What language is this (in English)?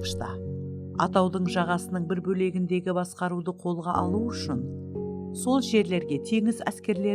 Kara-Kalpak